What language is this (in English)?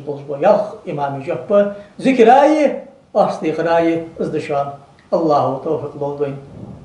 Ingush